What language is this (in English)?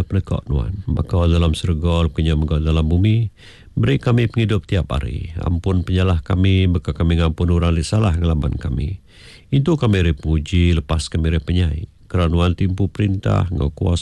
Iban